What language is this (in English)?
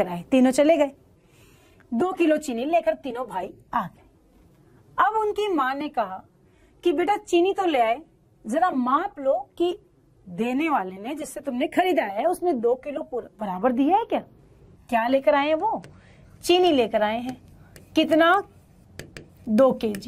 Hindi